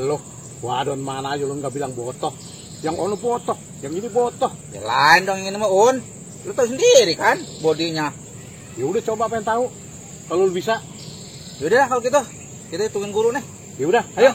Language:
Betawi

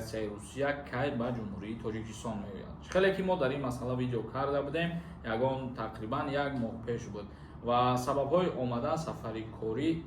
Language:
Tajik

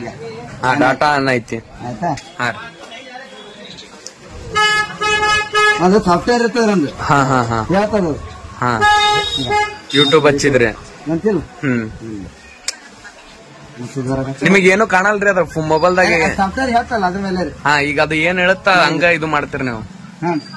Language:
Kannada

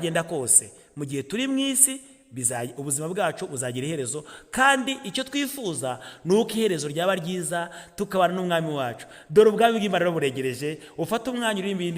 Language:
Kinyarwanda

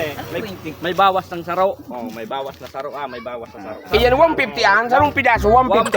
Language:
Bikol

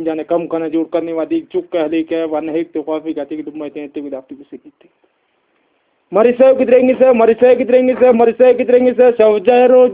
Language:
Brahui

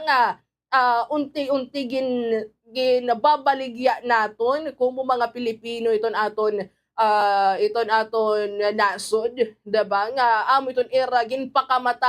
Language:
Waray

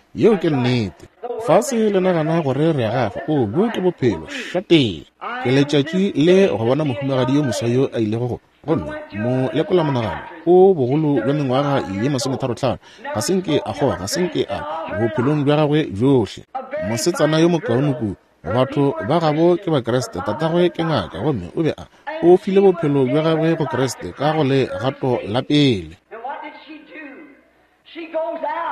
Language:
Northern Sotho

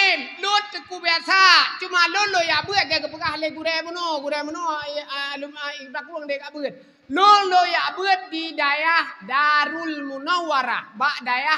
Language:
Achinese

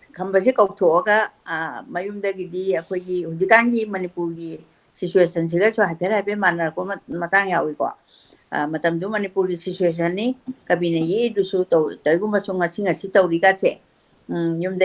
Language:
Manipuri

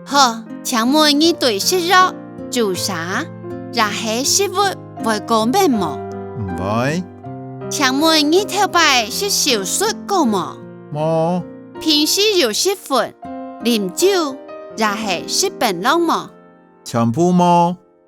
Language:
Hakka Chinese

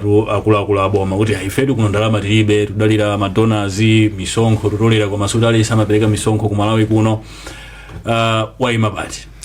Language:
Nyanja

